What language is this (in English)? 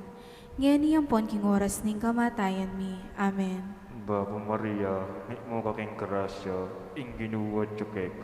Pampanga